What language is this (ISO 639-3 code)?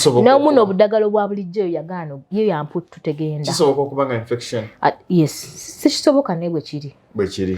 lug